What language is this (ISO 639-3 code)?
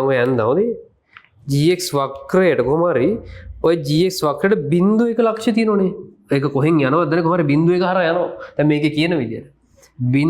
sin